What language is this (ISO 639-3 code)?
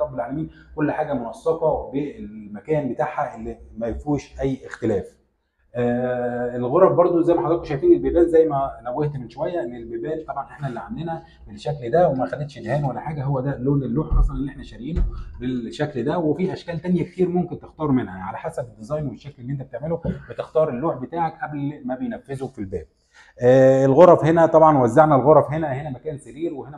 arz